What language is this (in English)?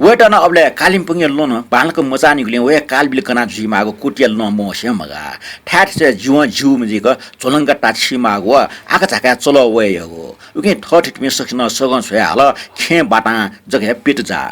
Newari